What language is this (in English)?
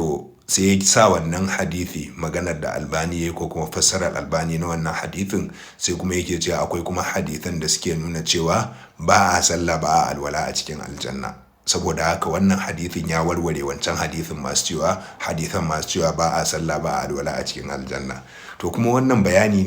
Hausa